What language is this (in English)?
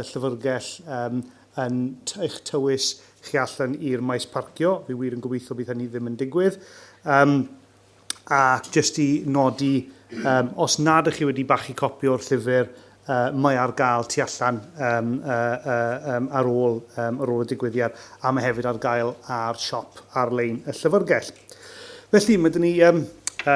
Welsh